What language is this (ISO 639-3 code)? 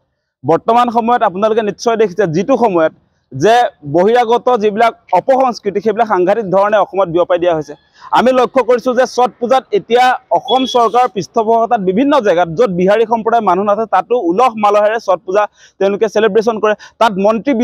asm